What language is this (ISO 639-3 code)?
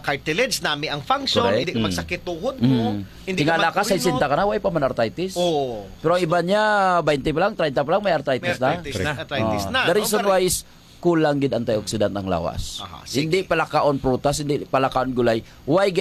hil